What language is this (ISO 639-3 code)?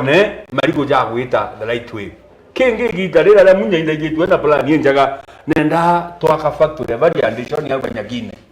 mer